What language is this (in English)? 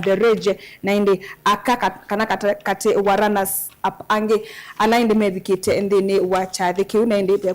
Kamba